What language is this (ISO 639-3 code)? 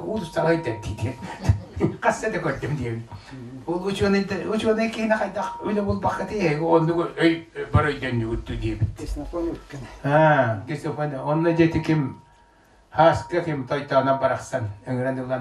sah